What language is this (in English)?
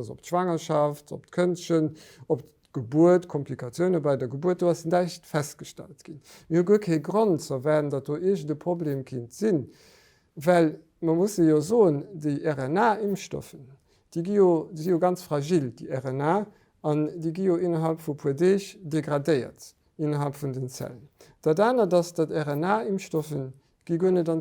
Luxembourgish